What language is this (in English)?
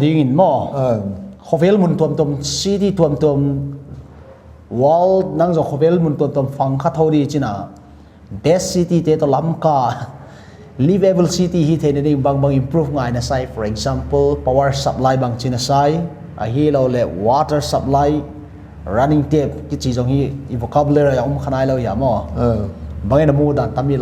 Paite Chin